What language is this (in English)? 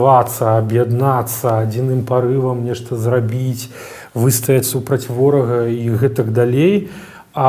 Belarusian